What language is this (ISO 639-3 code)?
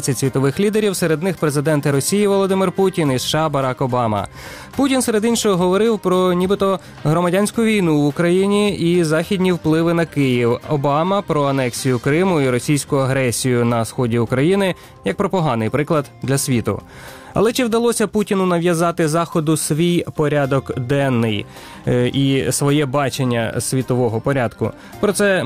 ukr